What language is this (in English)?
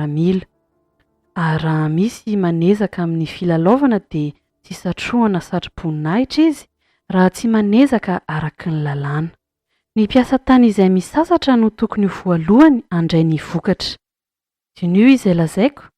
Malagasy